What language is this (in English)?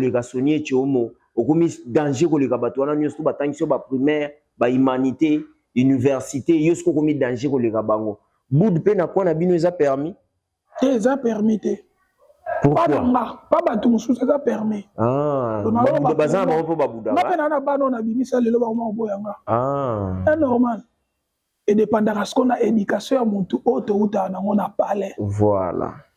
Lingala